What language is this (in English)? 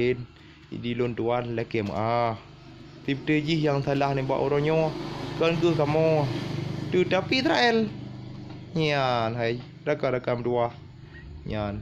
Achinese